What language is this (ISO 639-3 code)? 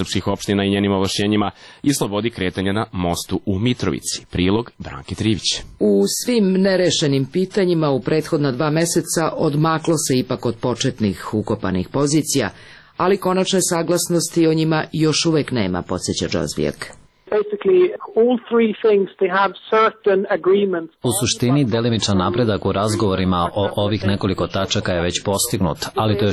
srp